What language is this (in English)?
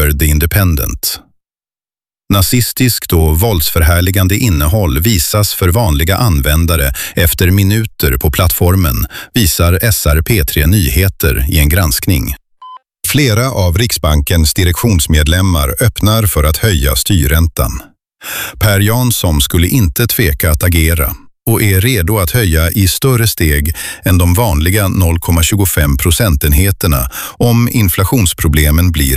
Swedish